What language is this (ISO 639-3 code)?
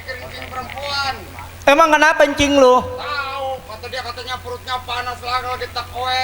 bew